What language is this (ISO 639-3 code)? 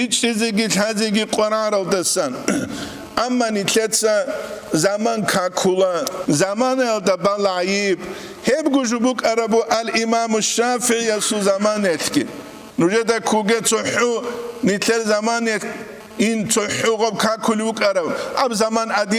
ava